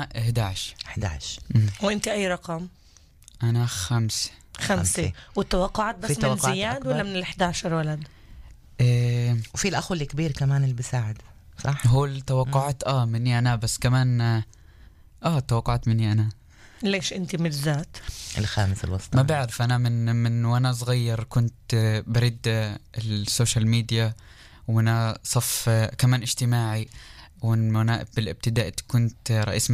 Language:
North Levantine Arabic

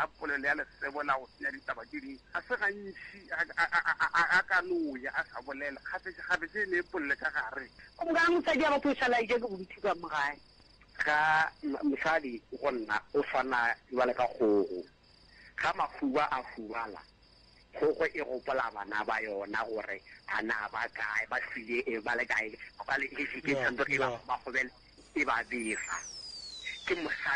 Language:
Northern Sotho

